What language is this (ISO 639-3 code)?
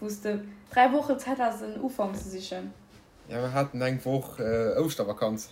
ltz